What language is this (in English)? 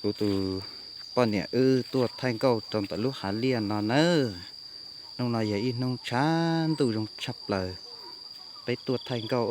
Hmong